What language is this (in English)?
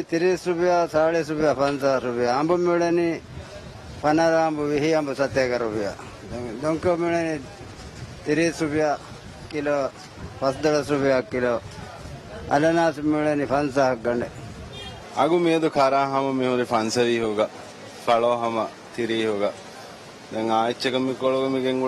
Divehi